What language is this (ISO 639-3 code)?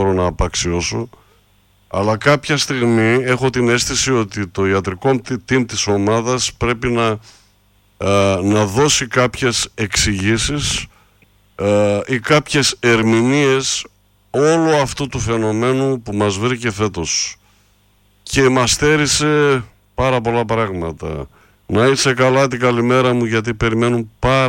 ell